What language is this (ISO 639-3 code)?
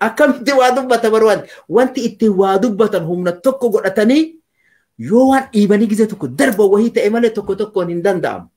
orm